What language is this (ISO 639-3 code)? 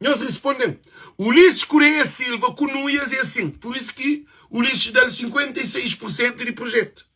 kea